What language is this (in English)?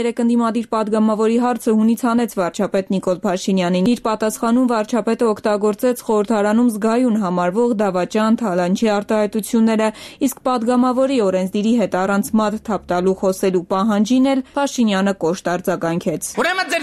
Armenian